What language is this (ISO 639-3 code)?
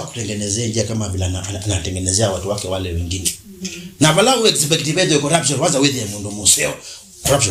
kam